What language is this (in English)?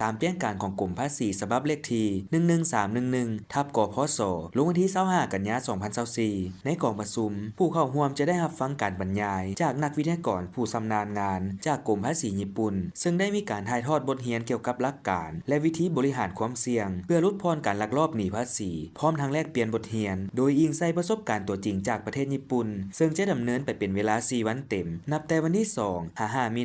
Lao